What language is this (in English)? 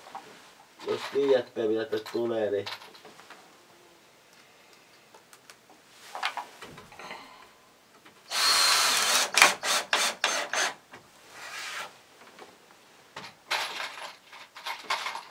Finnish